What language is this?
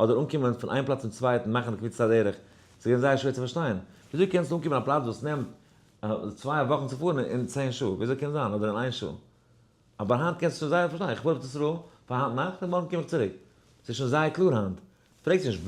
Yiddish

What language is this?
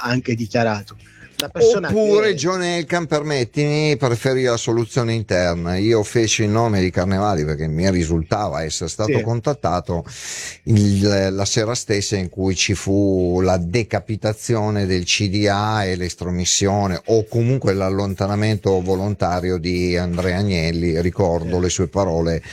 Italian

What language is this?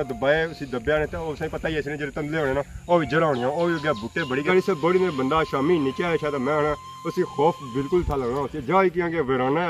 Pahari-Potwari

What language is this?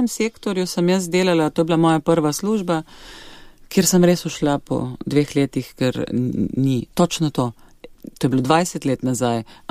Slovenian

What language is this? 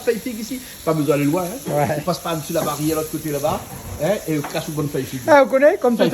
Réunion Creole French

